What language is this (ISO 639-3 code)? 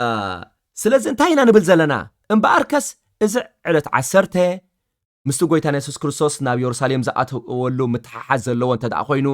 tir